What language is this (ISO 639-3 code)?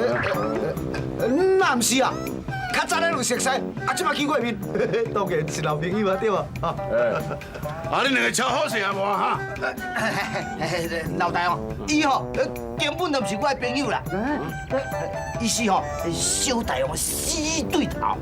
nan